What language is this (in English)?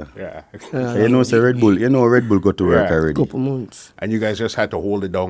Jamaican Creole English